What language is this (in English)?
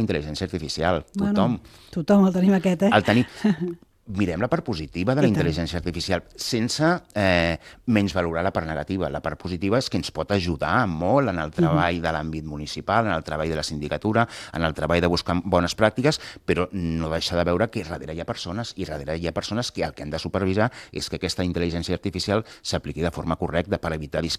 Catalan